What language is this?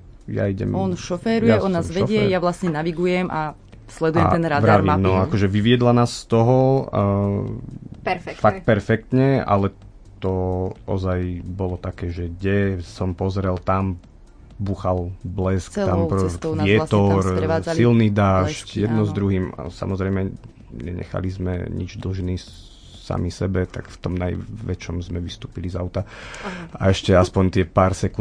Slovak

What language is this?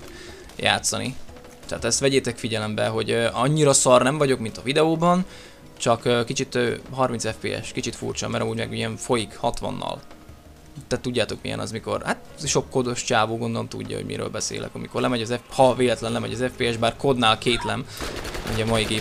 Hungarian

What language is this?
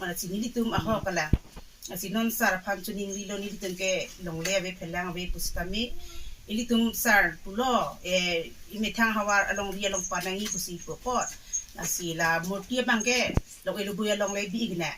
Karbi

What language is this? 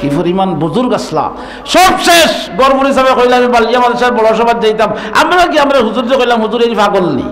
Sylheti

